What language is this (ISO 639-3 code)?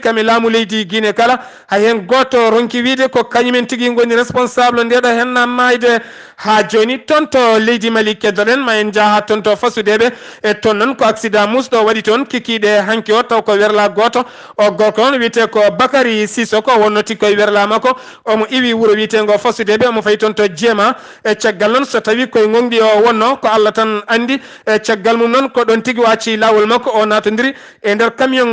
ful